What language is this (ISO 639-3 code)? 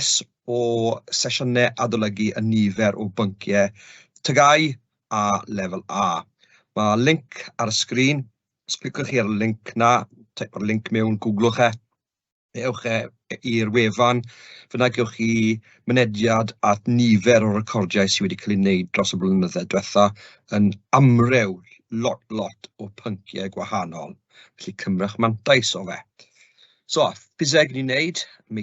cym